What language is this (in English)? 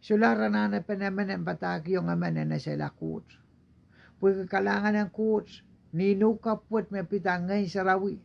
Pohnpeian